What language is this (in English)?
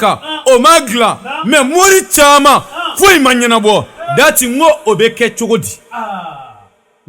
Bambara